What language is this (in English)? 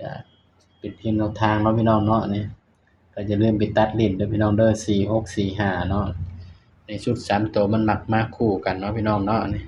Northeastern Thai